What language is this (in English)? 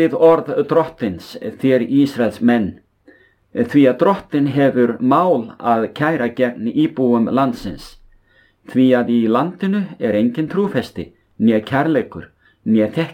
Icelandic